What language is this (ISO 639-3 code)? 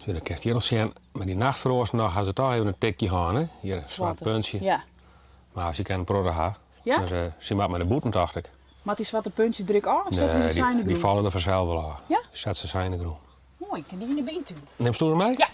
fry